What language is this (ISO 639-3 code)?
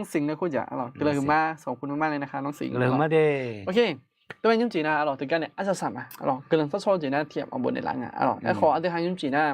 ahk